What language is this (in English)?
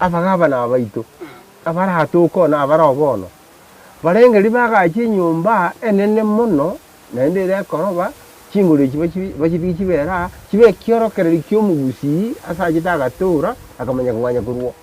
Gusii